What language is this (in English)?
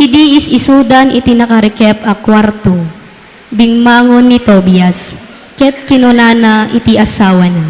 Iloko